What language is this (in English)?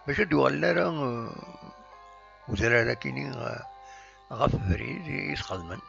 Kabyle